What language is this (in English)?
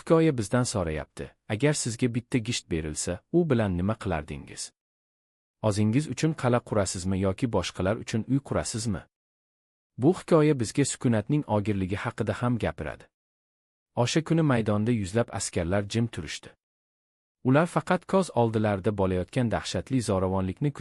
Uzbek